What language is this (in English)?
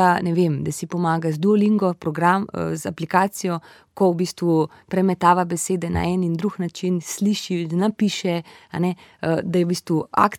Slovenian